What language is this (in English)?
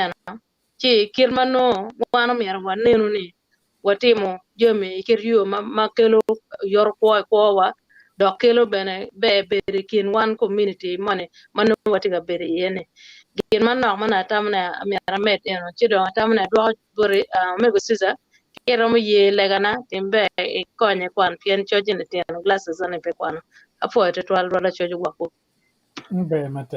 Acoli